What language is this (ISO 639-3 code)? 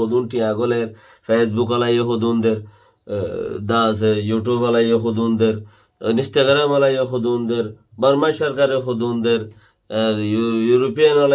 rhg